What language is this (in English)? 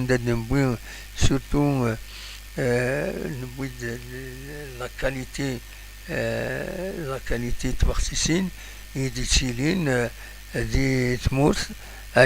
Kabyle